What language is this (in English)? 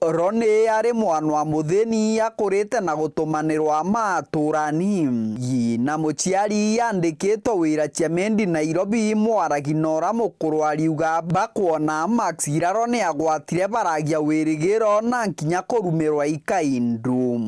Meru